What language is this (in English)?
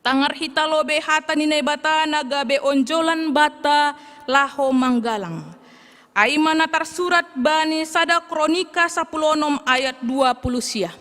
Batak Simalungun